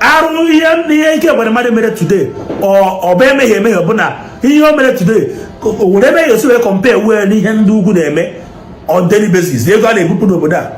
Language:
Igbo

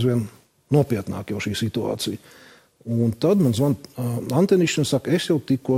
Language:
Latvian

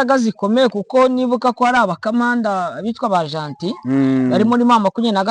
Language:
Kinyarwanda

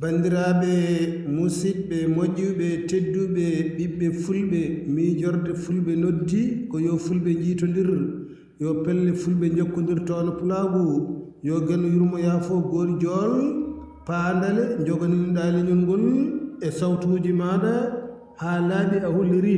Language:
Fula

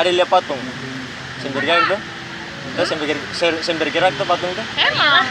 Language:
Ambonese Malay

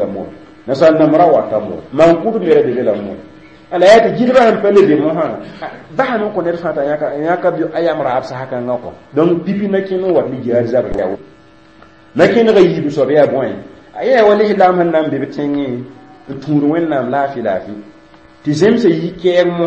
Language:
Mossi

